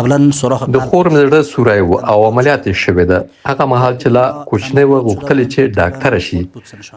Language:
Pashto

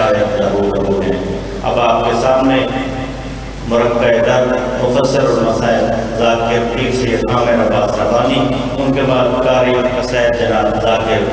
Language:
Urdu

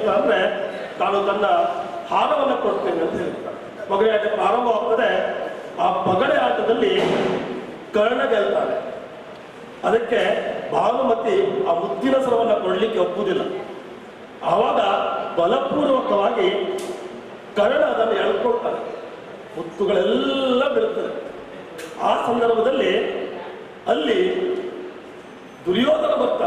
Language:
Kannada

